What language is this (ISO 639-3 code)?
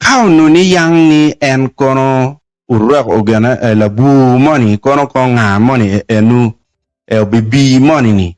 ach